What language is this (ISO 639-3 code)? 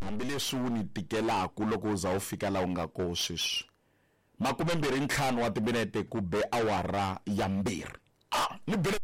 tso